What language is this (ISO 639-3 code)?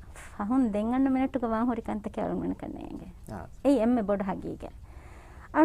div